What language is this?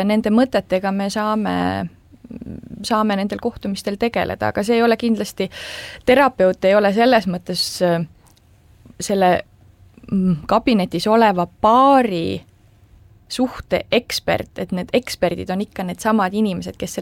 Estonian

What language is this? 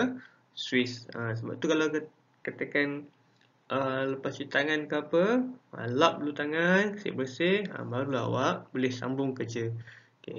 Malay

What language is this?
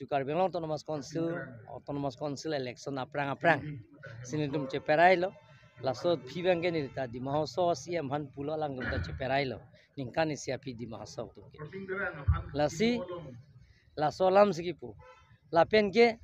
Karbi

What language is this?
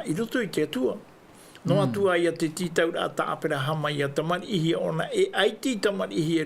Tahitian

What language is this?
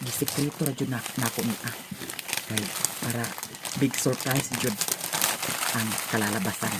Cebuano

